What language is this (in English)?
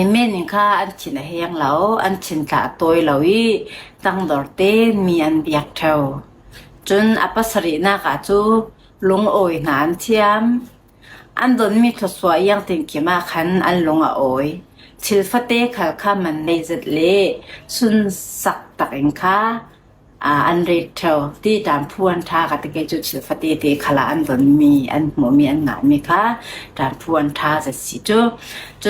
Falam Chin